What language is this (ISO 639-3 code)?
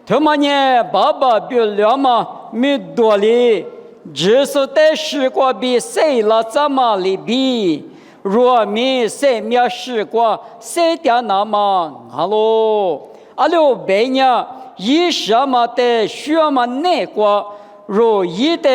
lis